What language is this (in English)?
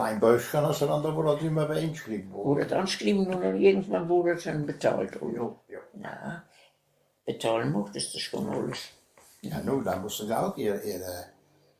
Westphalien